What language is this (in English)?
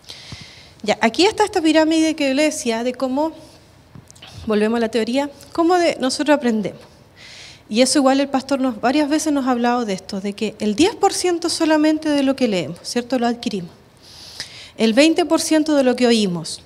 Spanish